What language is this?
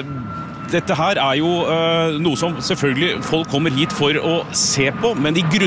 Norwegian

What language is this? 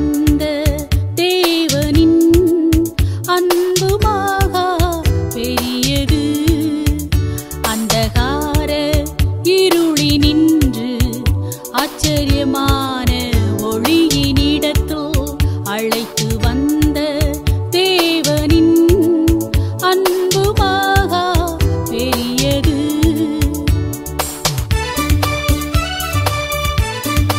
Tamil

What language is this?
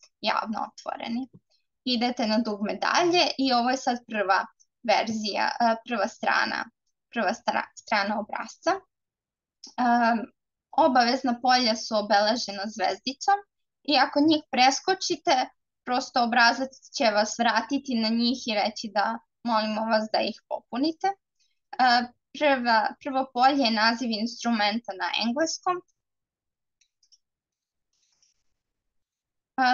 Serbian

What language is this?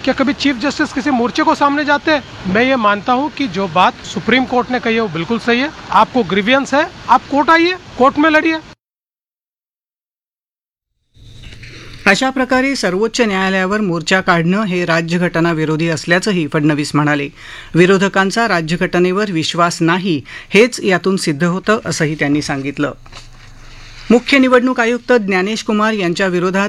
Marathi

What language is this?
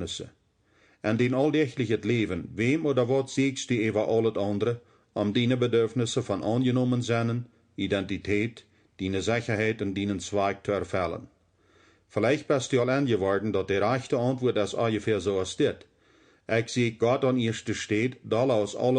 Plautdietsch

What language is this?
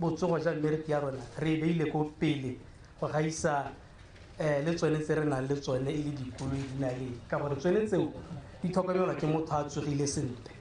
Tswana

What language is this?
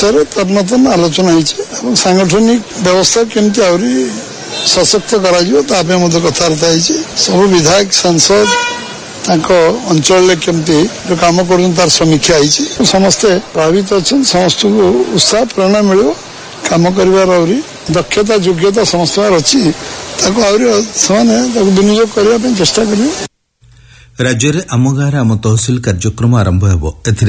Odia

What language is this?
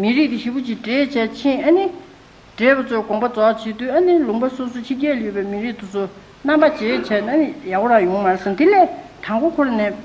Tibetan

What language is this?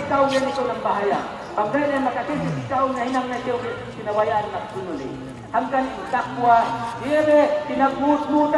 Yakan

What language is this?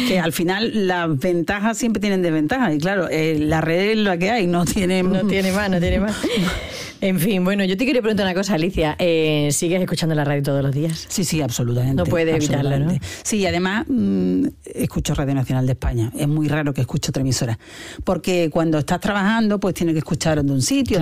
Spanish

